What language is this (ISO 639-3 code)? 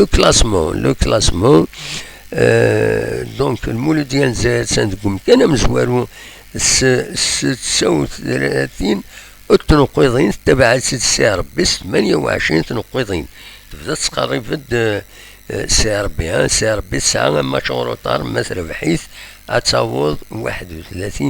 kab